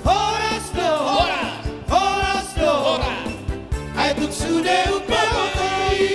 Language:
Batak Toba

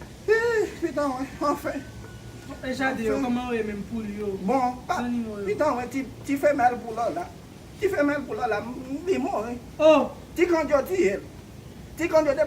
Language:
Haitian Creole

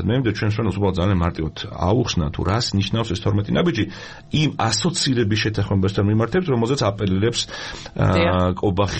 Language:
Georgian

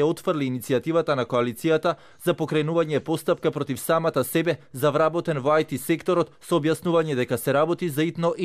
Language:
Macedonian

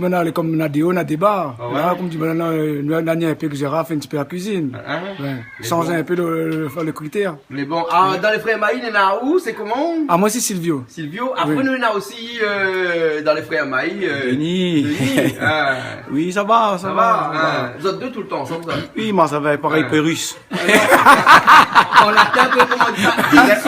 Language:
Réunion Creole French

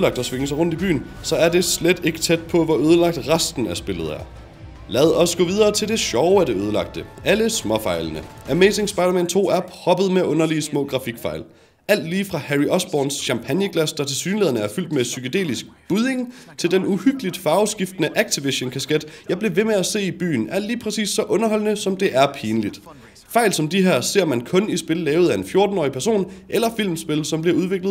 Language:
Danish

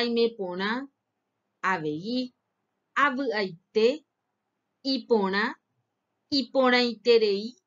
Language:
Guarani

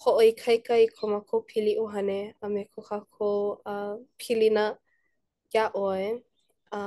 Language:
Hawaiian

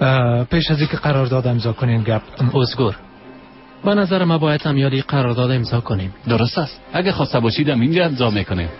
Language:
Persian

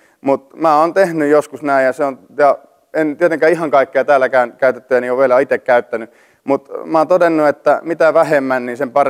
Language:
Finnish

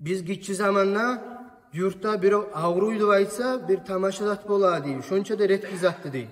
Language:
Kumyk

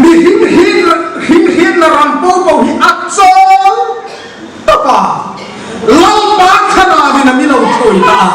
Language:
Hmar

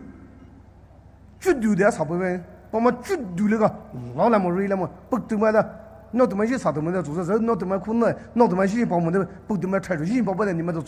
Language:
Poumei Naga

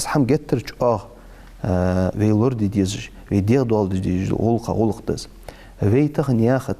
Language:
Ingush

